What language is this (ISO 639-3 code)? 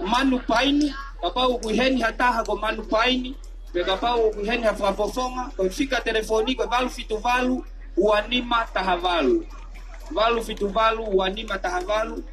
ton